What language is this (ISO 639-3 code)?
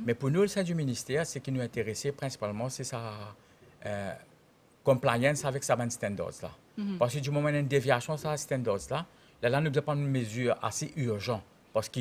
mfe